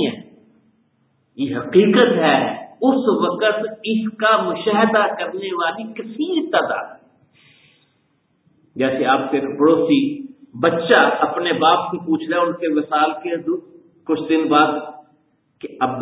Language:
Urdu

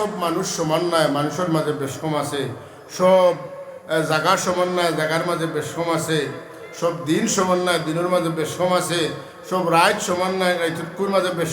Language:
Sylheti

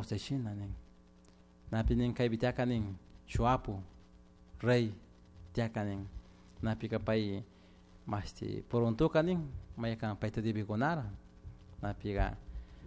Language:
Chimborazo Highland Quichua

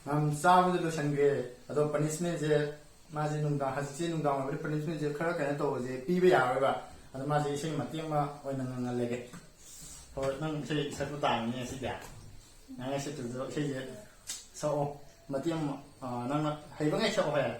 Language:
Manipuri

